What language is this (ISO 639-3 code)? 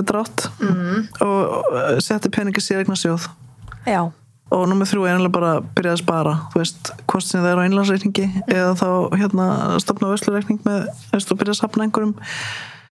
isl